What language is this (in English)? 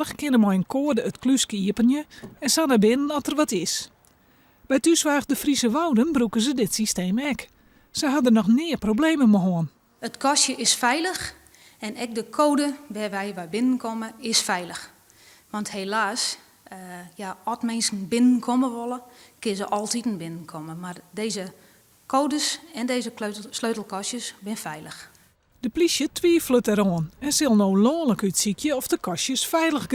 Western Frisian